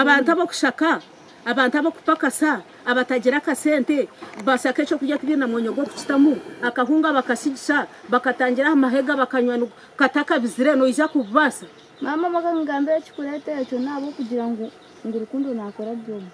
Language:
Nyankole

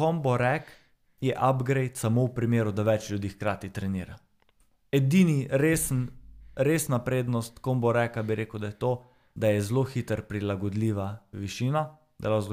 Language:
Slovenian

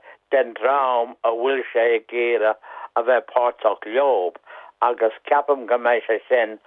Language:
Irish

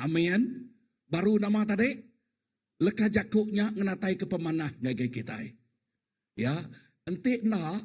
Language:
Iban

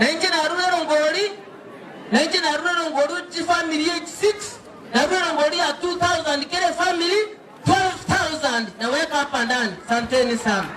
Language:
Gusii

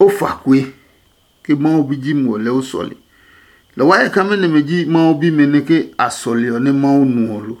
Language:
Adangme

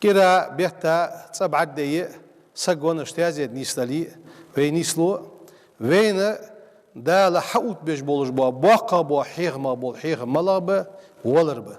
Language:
Ingush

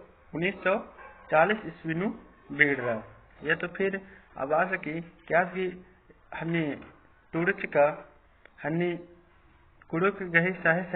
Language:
Kurukh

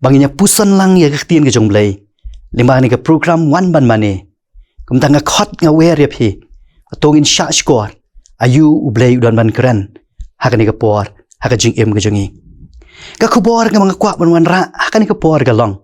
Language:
Khasi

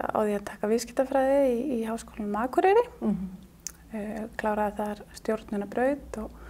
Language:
Icelandic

